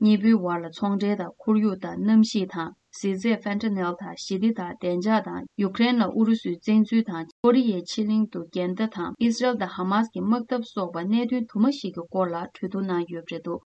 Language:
Tibetan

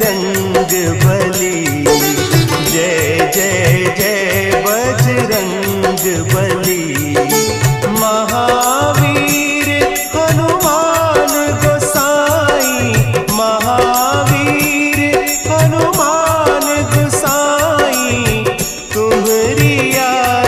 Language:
Hindi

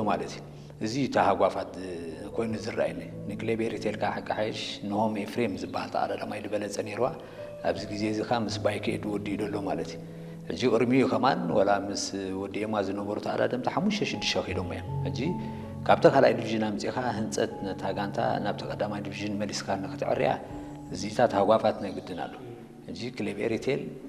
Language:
Tigrinya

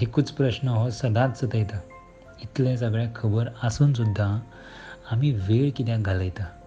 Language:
Konkani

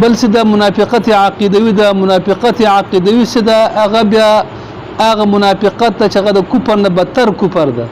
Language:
Pashto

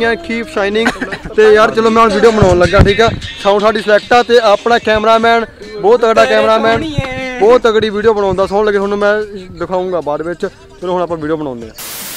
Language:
Punjabi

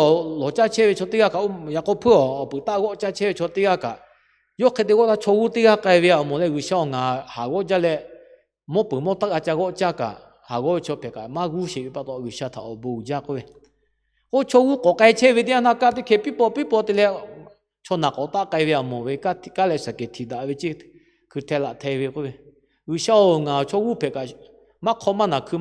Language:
Lahu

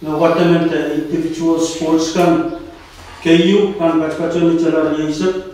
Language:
Pohnpeian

